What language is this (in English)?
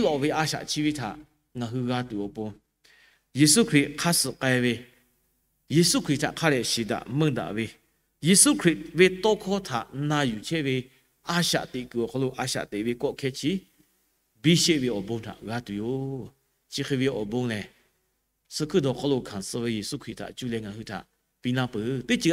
Lahu